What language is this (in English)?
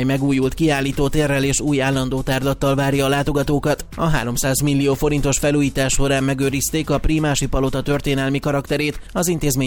Hungarian